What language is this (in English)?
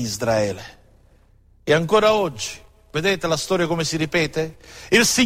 Italian